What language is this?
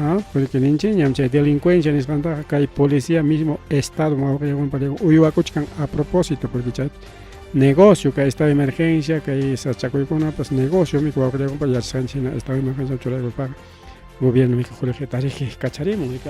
Ayacucho Quechua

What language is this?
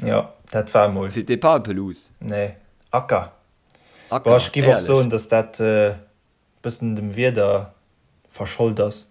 Luxembourgish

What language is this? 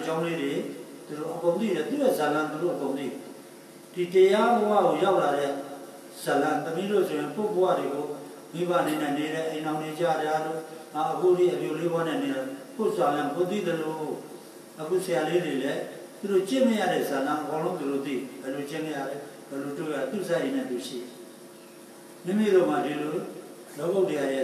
Burmese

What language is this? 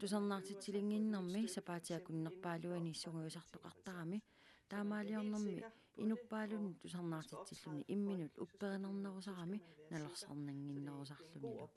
Kalaallisut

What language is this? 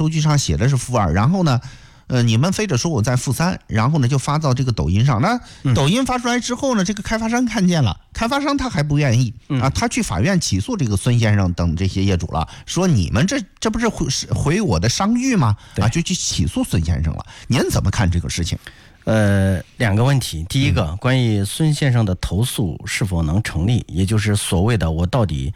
Chinese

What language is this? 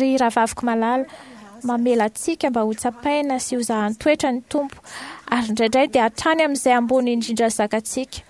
Malagasy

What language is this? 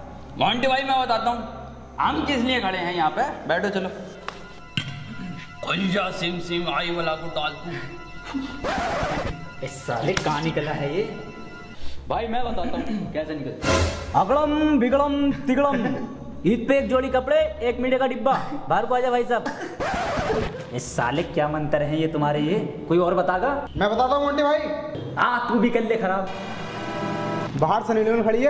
Hindi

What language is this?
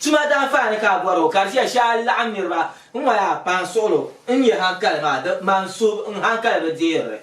Dagbani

